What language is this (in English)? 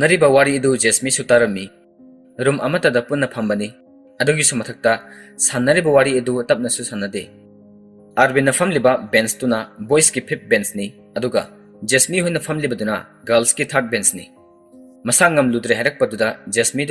Manipuri